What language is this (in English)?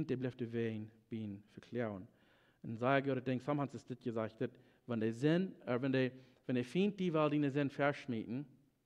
Plautdietsch